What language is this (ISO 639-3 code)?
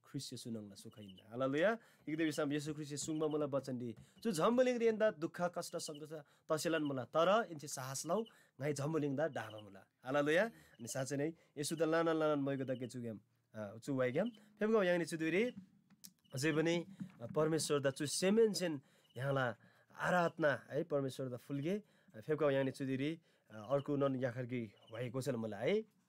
taj